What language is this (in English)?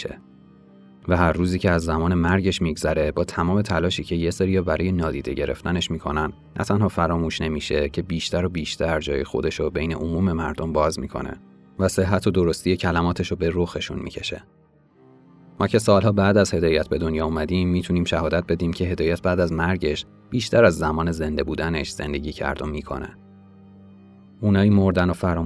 Persian